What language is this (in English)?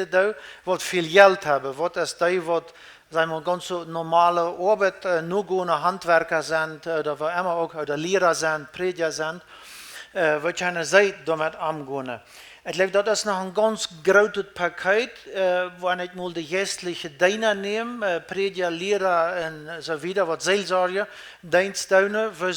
Plautdietsch